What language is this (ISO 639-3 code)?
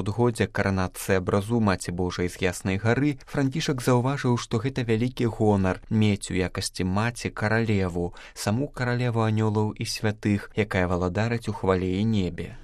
bel